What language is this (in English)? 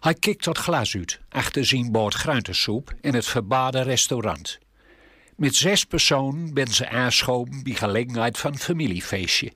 Gronings